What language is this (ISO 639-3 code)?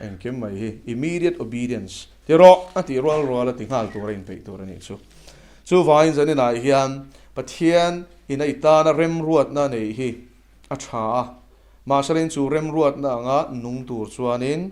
lus